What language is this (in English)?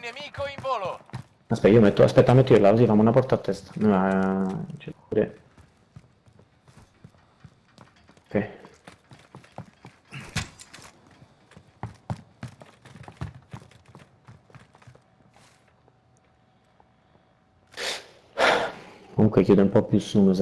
Italian